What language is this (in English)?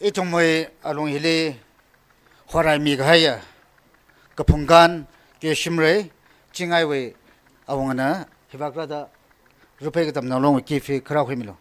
Tangkhul Naga (India)